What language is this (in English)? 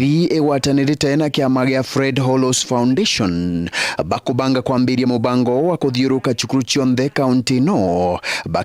Meru